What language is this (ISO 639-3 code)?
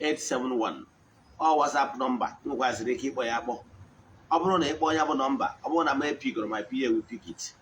ibo